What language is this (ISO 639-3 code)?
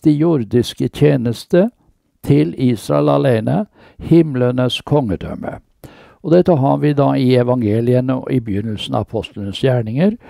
nor